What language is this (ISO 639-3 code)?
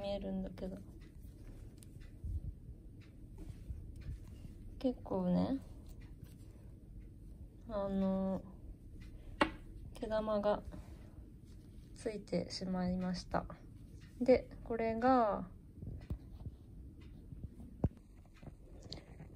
jpn